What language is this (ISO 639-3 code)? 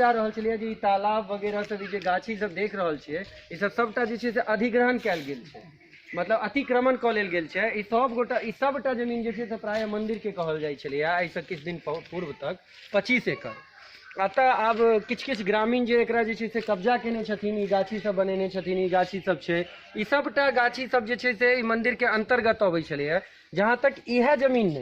mai